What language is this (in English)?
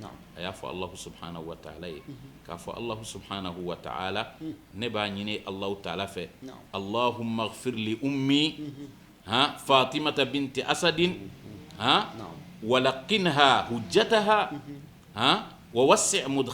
Bambara